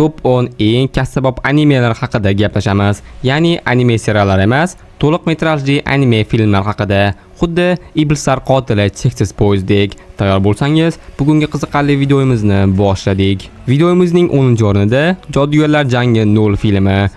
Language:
Uzbek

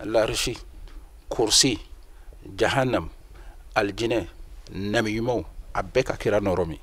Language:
Bambara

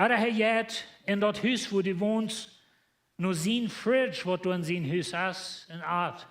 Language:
Plautdietsch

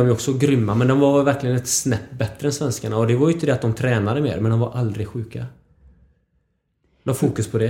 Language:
Swedish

